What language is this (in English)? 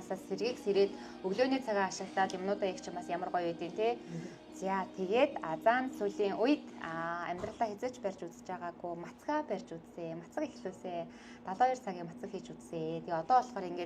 Mongolian